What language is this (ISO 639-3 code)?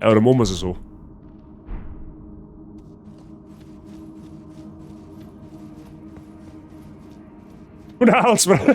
bar